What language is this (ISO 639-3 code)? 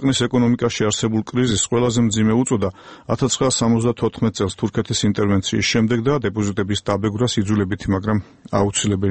kat